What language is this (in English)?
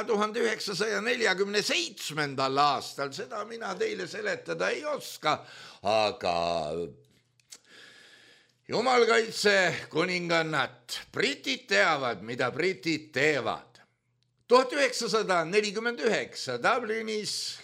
Estonian